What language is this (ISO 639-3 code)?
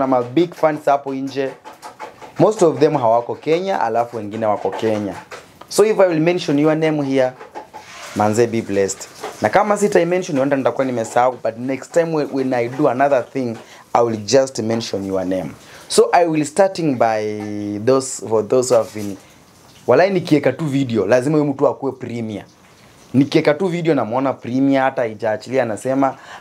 swa